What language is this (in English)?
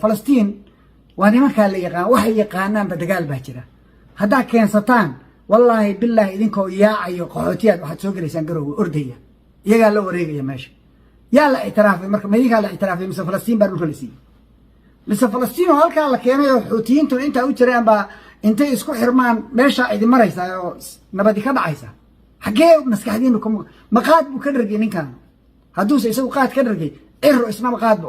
Somali